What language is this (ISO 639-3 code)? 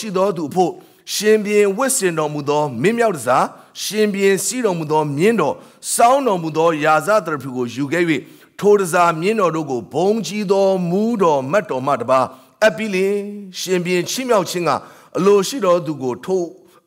mya